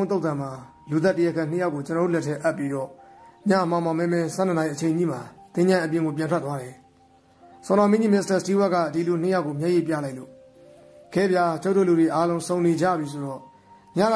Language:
Burmese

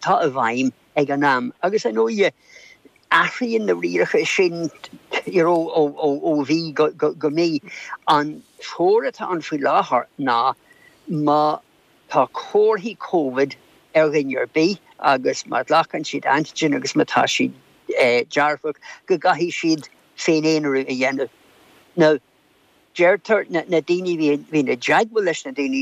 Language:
Irish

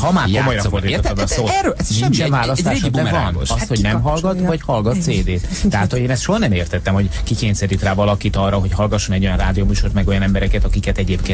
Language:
Hungarian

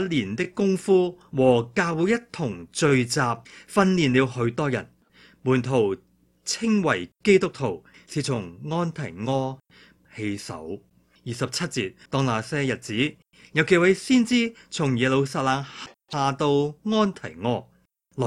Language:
Cantonese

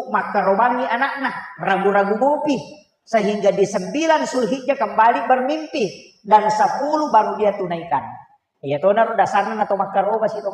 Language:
Buginese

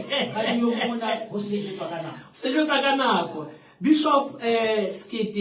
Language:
Southern Sotho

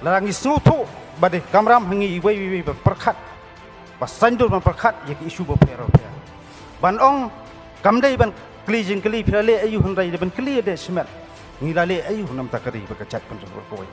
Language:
Khasi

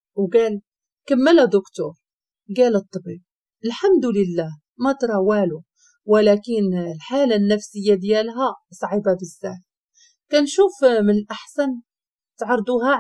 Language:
Moroccan Arabic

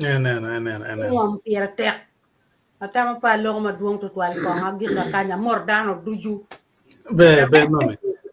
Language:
Acoli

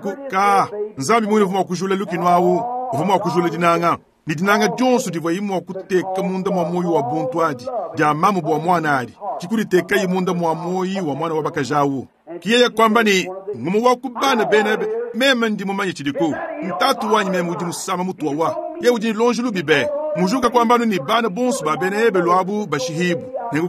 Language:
Luba-Lulua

